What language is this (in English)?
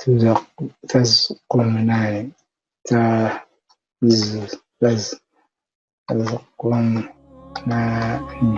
Tigrinya